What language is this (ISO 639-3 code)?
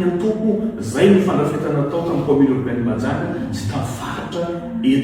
mlg